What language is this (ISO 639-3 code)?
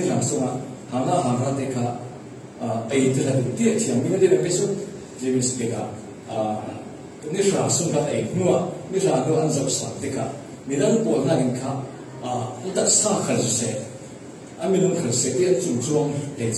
cfm